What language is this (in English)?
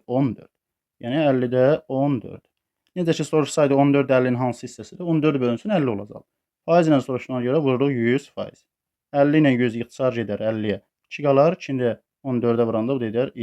Azerbaijani